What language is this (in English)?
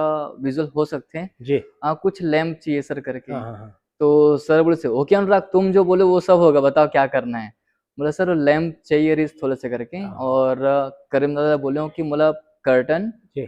Chhattisgarhi